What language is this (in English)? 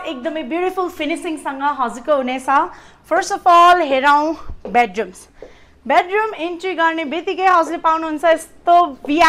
Nepali